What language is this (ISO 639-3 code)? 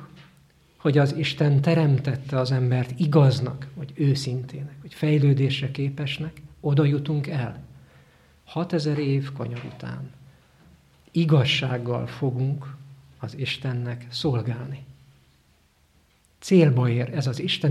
hun